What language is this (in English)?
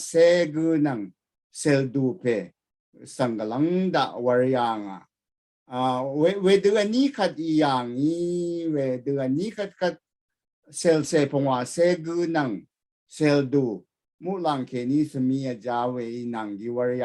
Rawang